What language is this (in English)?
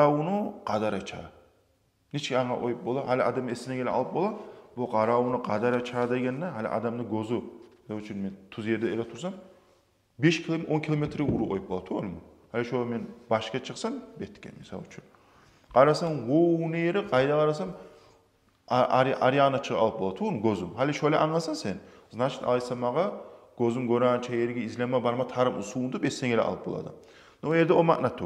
Kumyk